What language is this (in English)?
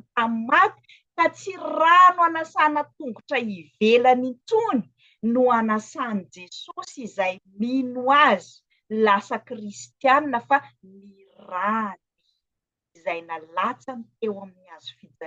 Malagasy